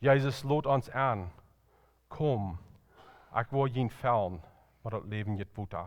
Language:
Plautdietsch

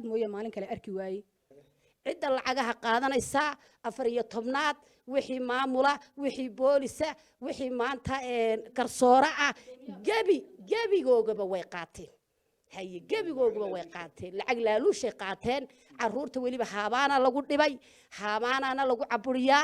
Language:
Somali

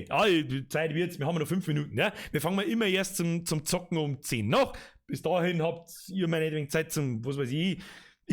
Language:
Bavarian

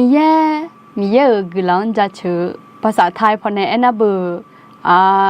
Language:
Akha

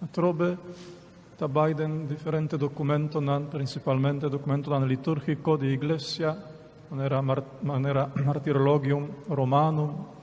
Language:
Papiamento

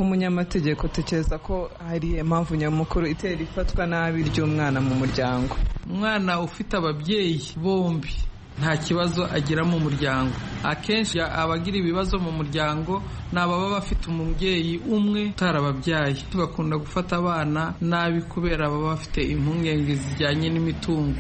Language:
Kinyarwanda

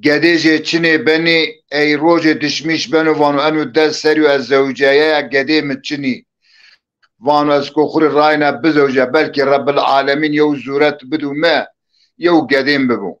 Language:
Zaza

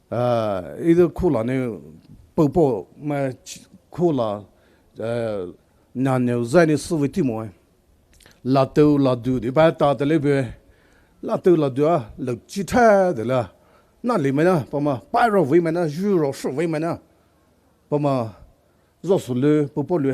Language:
Poumei Naga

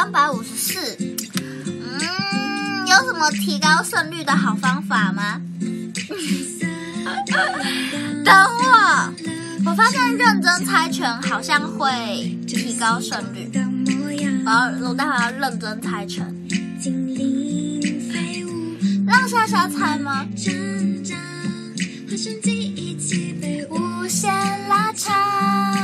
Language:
Chinese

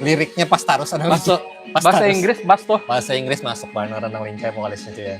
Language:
Banjar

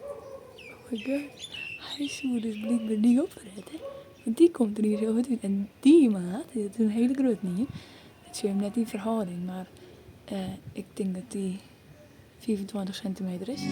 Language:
Western Frisian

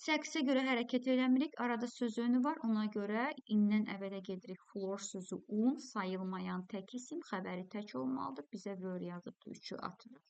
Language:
Azerbaijani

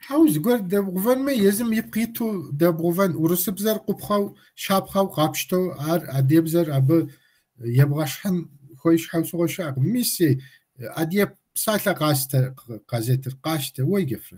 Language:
Kabardian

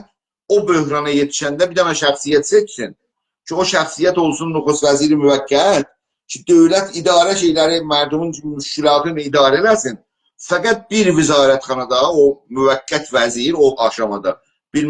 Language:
South Azerbaijani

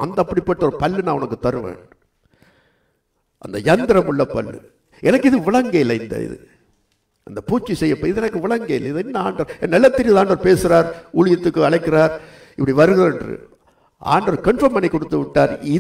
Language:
Tamil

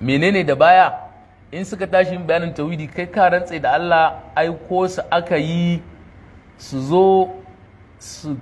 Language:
Hausa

